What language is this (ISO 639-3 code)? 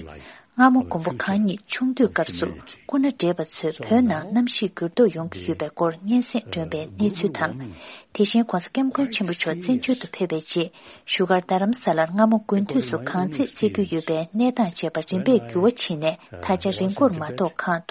bod